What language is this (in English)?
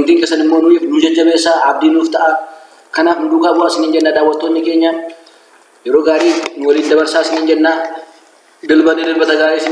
Oromo